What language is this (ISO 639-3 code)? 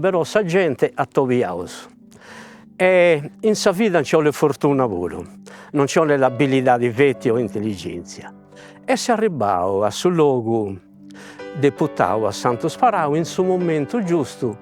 srd